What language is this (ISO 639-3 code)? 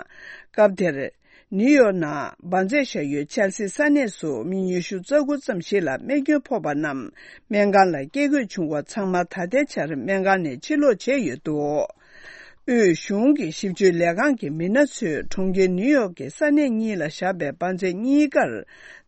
bod